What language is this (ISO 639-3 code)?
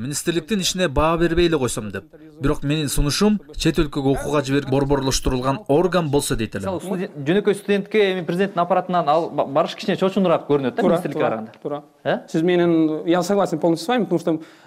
kir